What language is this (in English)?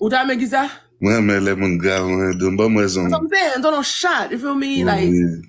Haitian Creole